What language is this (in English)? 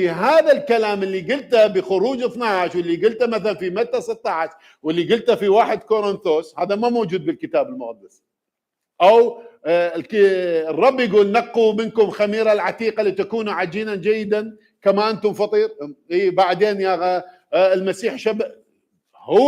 Mesopotamian Arabic